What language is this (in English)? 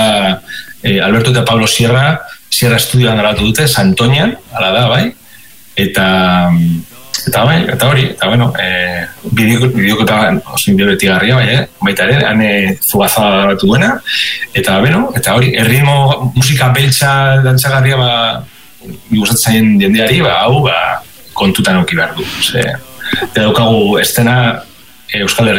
Basque